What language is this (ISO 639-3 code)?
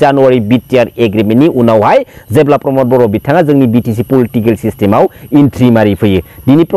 brx